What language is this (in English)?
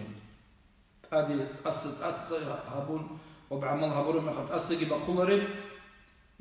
Avaric